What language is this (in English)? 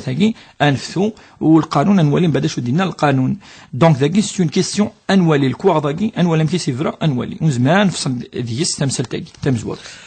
Kabyle